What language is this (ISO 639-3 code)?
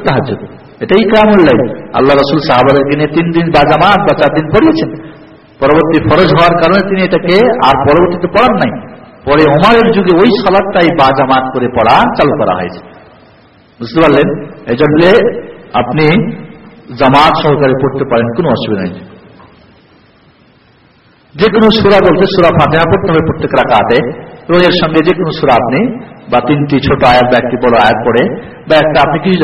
ben